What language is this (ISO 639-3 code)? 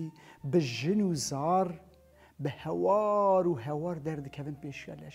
kur